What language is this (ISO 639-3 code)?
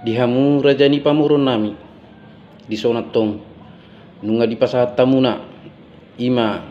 bbc